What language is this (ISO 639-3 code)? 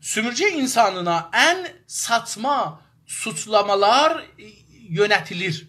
azb